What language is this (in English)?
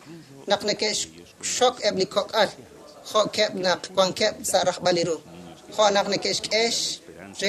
Kekchí